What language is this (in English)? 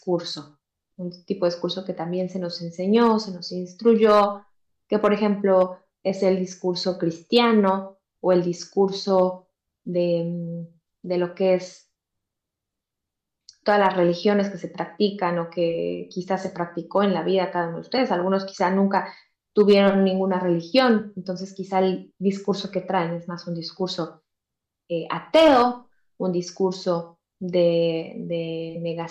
Spanish